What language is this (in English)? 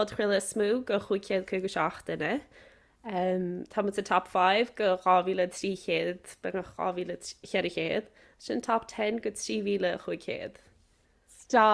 Irish